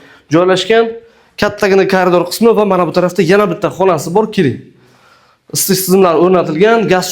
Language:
Uzbek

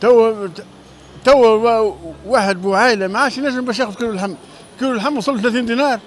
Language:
Tunisian Arabic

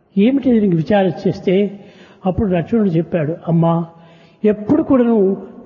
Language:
Telugu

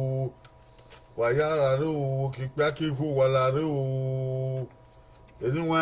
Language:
Bini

